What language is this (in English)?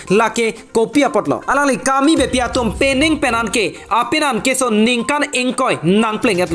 Karbi